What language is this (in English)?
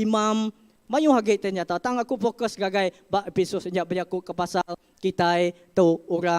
Iban